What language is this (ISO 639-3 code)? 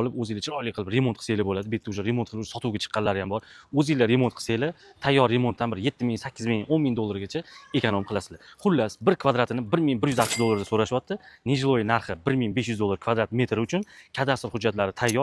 uzb